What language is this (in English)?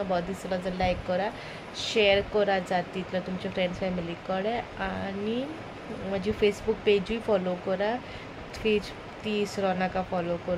Konkani